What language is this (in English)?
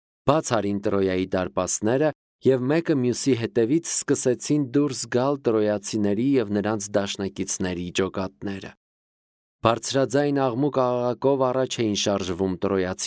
Armenian